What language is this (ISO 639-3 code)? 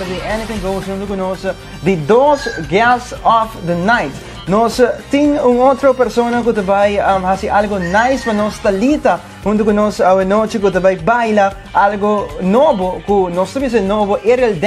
pap